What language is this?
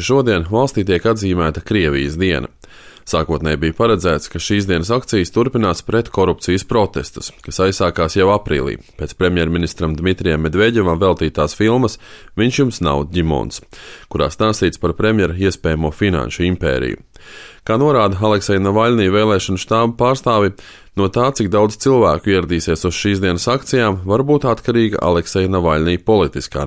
Latvian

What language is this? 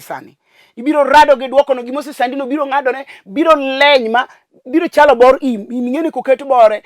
Luo (Kenya and Tanzania)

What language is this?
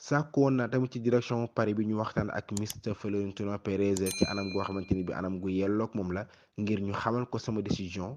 Wolof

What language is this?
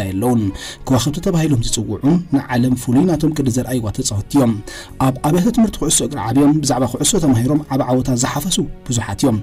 Tigrinya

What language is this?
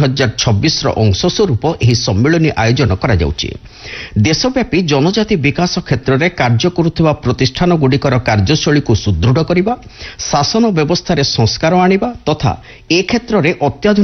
Odia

